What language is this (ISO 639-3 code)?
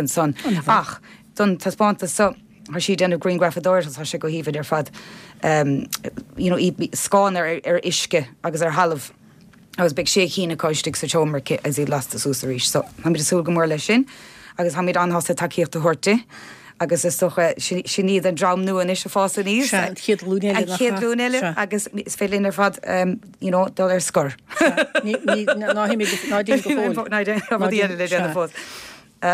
gle